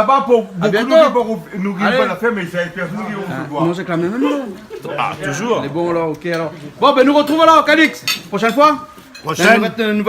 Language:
Réunion Creole French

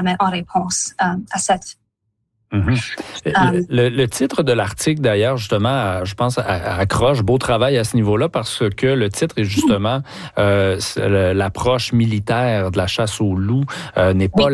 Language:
French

